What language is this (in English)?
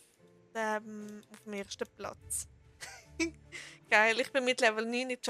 Swiss German